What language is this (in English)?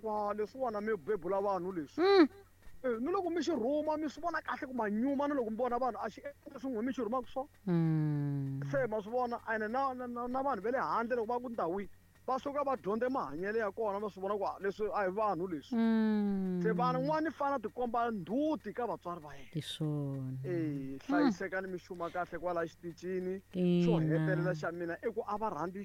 Tsonga